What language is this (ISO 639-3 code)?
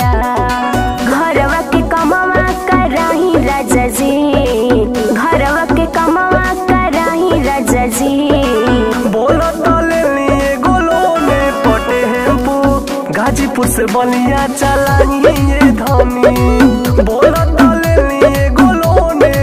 bho